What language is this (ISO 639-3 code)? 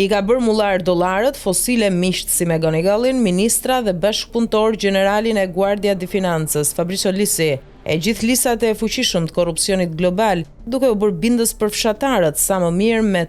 sqi